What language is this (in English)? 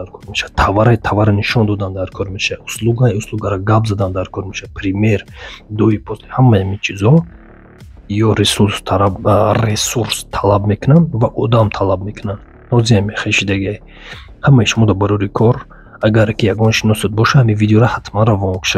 Tajik